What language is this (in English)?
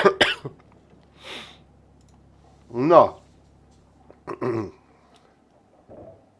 Hungarian